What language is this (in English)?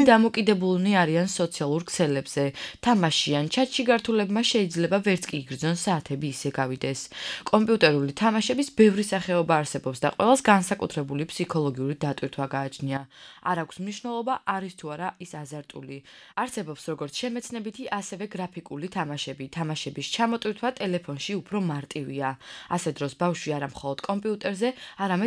Georgian